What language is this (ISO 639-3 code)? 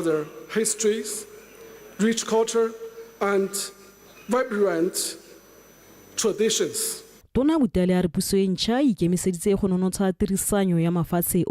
tsn